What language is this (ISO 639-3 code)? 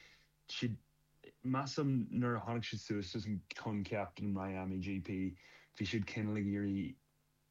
gle